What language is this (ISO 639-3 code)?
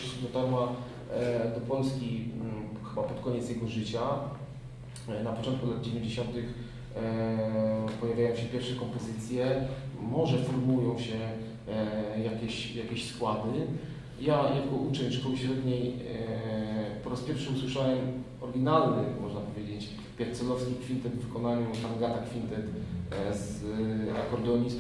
pol